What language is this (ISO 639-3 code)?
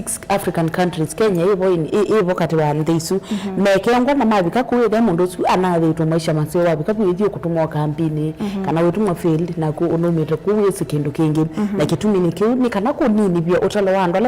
kam